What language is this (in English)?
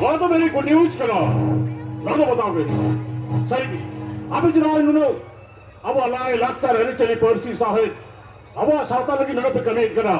Santali